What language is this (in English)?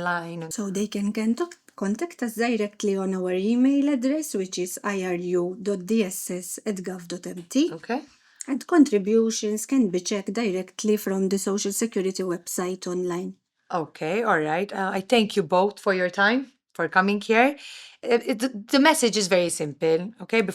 English